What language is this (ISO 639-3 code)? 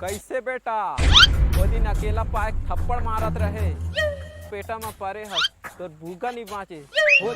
hne